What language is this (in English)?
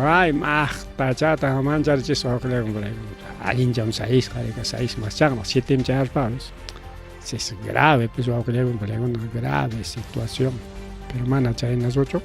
Ayacucho Quechua